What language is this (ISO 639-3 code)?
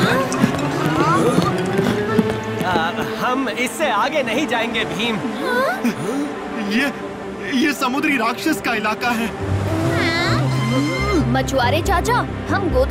hin